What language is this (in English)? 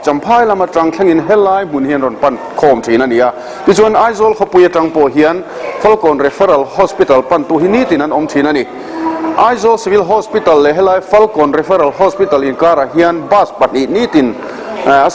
Mizo